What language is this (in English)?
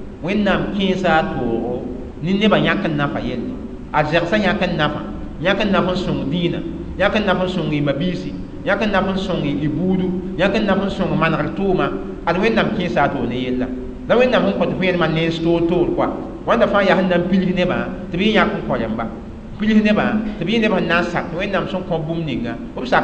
Mossi